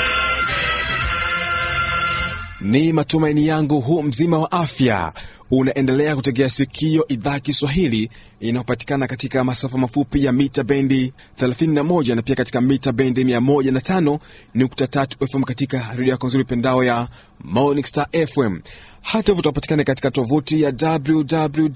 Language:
Swahili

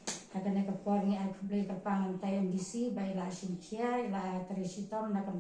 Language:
Khasi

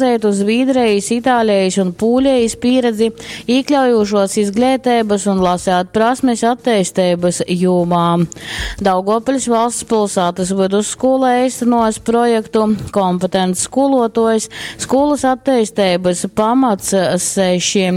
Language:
Latgalian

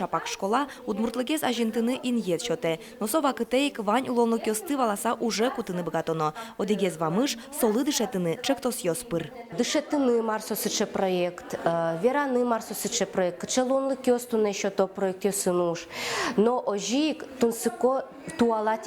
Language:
Udmurt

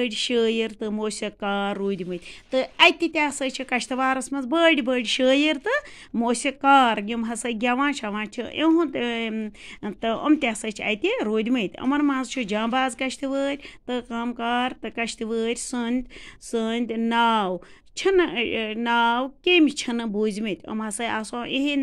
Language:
Kashmiri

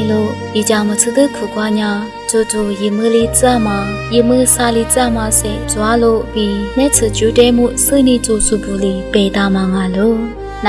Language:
Lisu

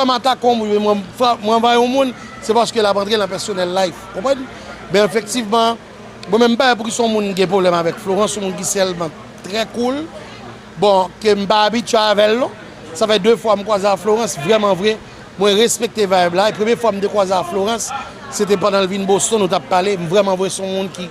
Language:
Haitian Creole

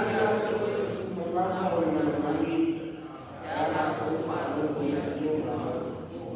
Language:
Samoan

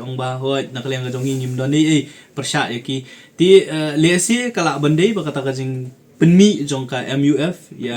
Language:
Khasi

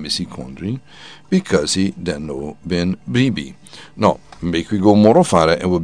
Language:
Sranan Tongo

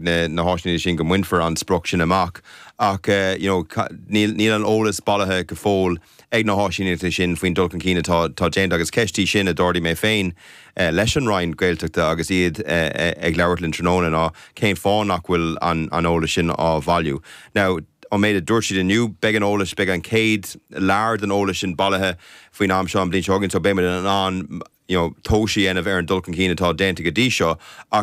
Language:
Irish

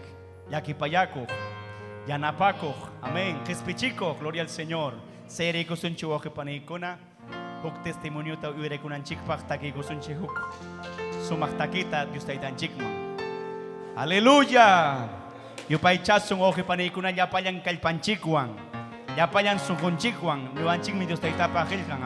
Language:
Ayacucho Quechua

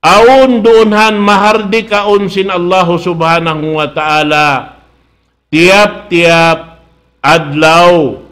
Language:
Tausug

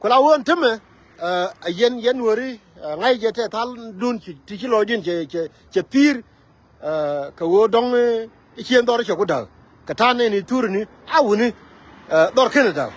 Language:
Nuer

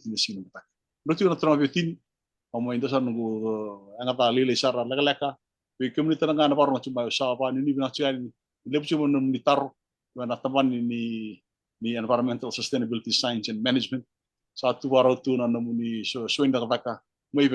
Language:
Fijian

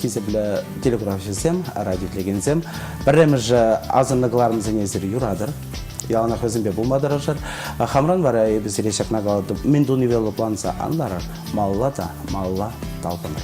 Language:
Chuvash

